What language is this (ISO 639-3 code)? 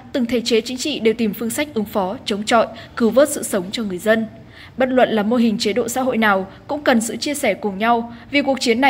vie